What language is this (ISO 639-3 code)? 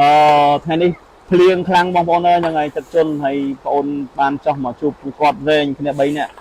khm